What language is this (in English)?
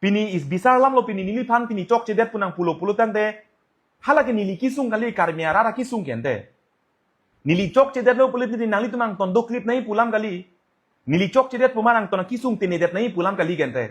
Karbi